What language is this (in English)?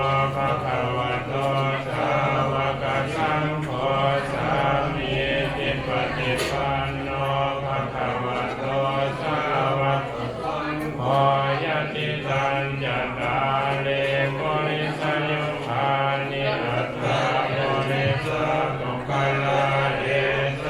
Pali